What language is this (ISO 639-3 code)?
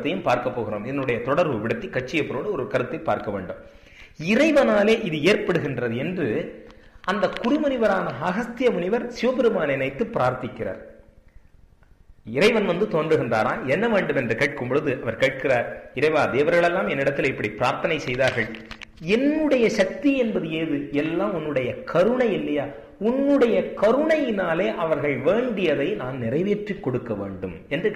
tam